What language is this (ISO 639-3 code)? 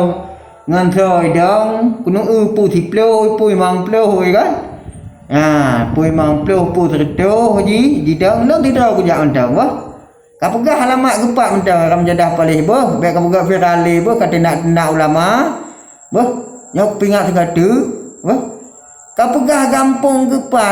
ace